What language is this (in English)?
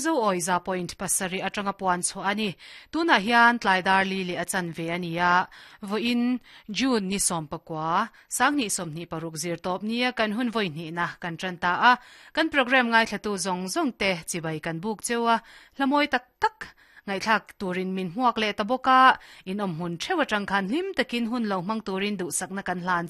Mizo